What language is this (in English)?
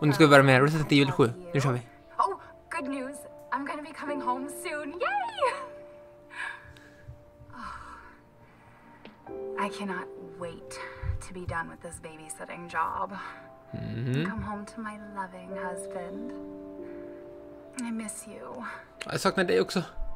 Swedish